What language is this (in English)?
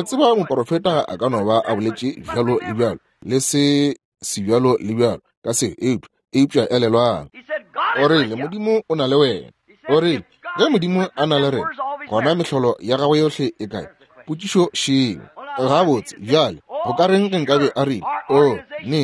Northern Sotho